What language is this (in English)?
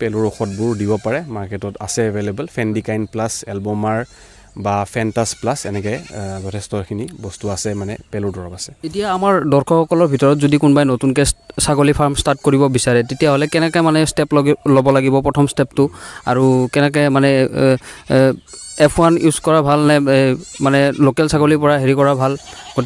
Assamese